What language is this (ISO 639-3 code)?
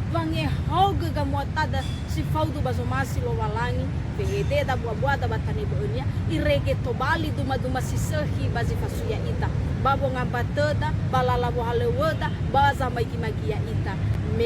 nia